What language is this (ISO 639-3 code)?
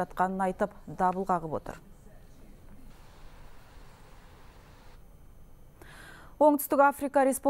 kaz